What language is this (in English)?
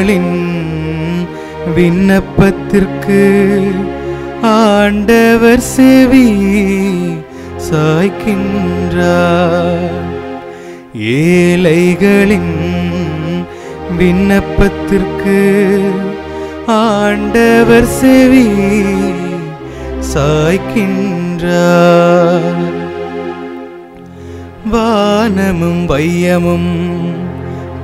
Tamil